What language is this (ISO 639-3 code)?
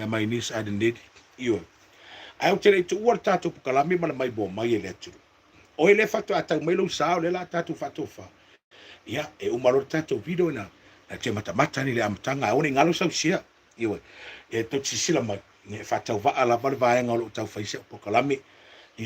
smo